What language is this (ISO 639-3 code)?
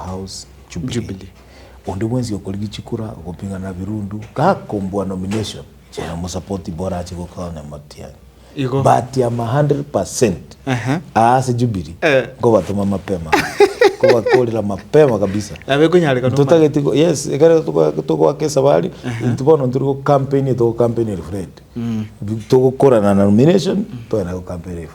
guz